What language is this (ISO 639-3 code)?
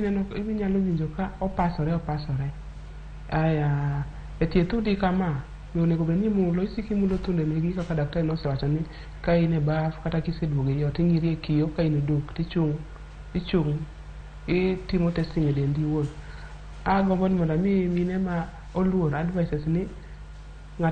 luo